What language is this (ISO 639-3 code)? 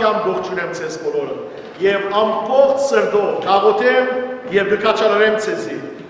hyw